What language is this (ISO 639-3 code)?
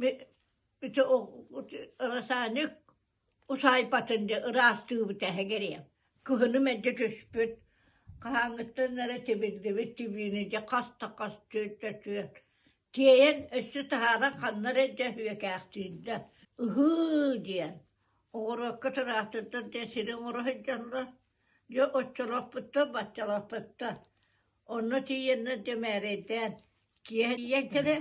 sah